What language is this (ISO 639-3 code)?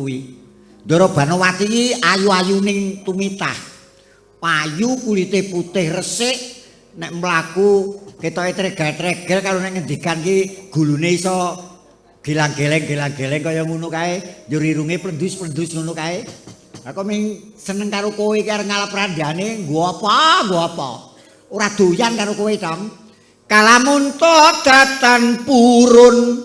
jav